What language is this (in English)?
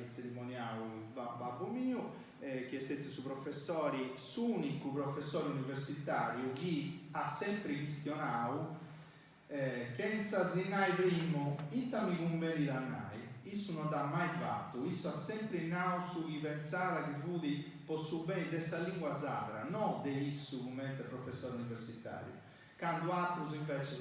Sardinian